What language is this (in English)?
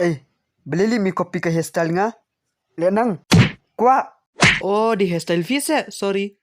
Khasi